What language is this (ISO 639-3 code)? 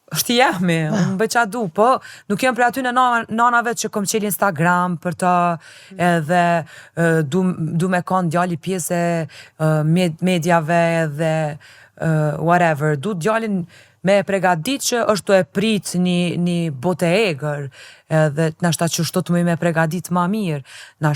sqi